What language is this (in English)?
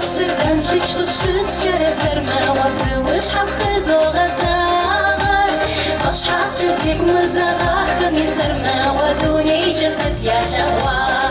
Kabardian